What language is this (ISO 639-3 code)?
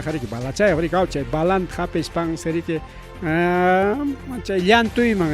quy